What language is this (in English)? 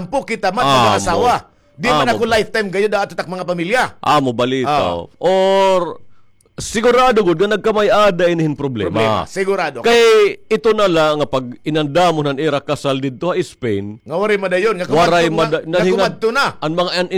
Waray